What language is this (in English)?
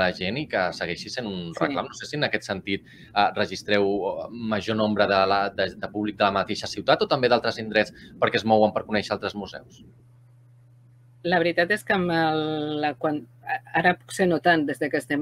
Catalan